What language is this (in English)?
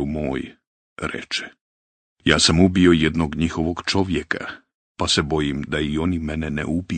Bosnian